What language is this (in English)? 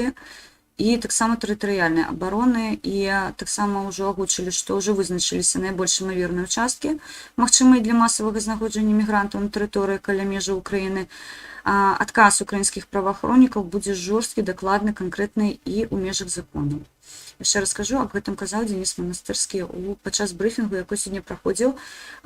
Belarusian